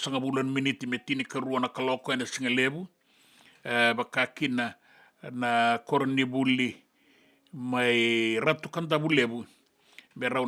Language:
Fijian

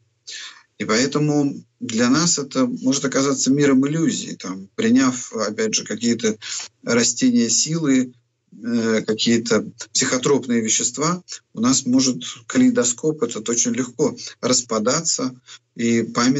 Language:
Russian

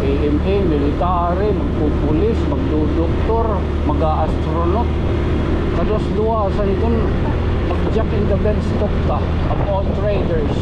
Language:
Waray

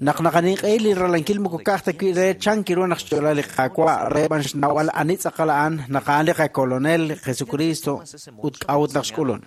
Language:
Kekchí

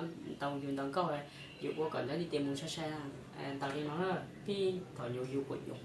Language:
Hmong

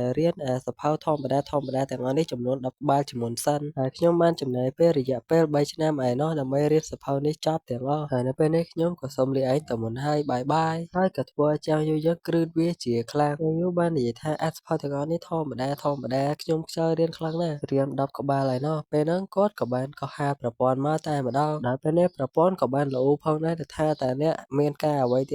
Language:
Khmer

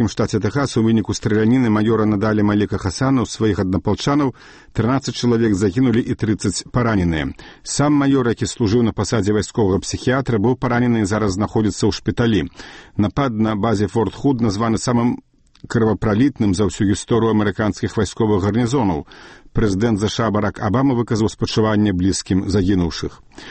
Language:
Belarusian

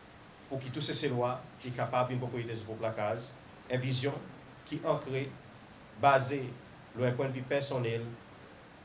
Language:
Seselwa Creole French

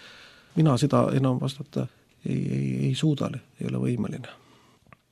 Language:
Estonian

